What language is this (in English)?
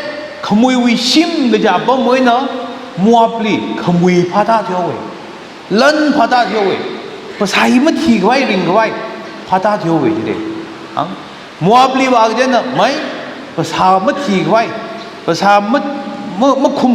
Tangkhul Naga (India)